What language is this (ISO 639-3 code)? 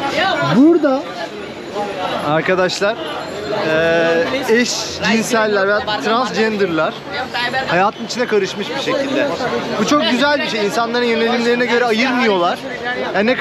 tur